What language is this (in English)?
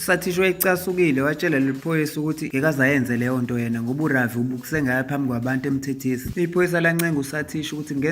Zulu